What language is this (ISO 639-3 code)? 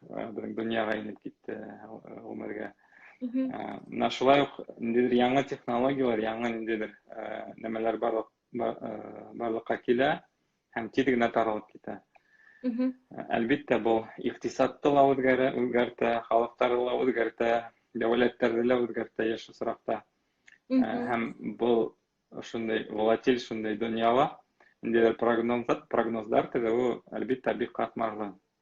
bak